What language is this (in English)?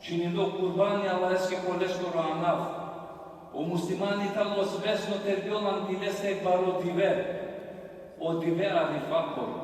Balkan Romani